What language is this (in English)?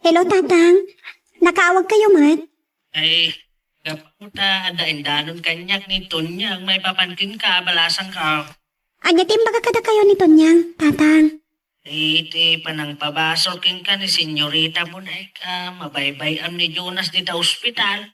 Iloko